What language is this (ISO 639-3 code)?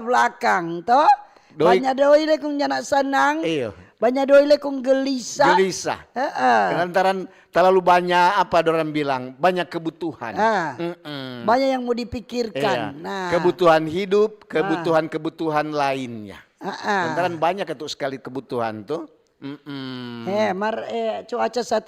xmm